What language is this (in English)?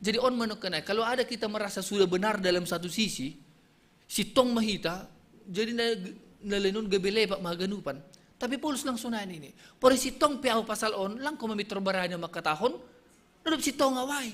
Batak Simalungun